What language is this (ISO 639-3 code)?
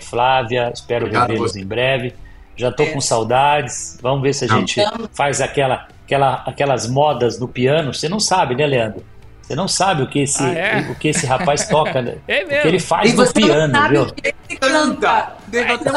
por